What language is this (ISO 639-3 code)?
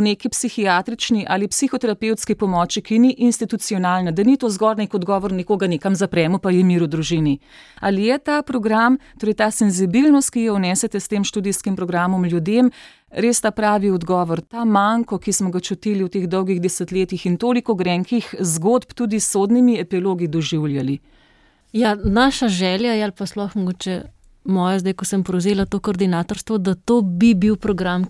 slv